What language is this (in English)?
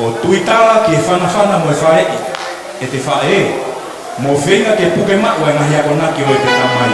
Tongan